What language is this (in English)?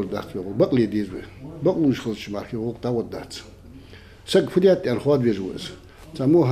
Ingush